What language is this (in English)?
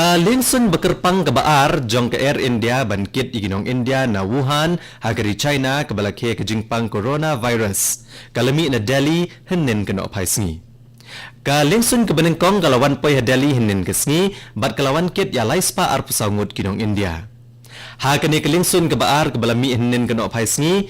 Khasi